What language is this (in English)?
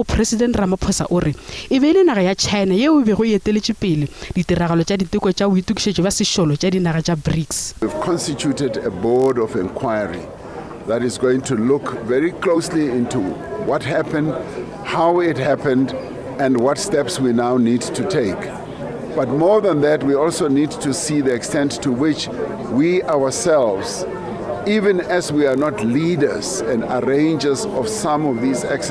Northern Sotho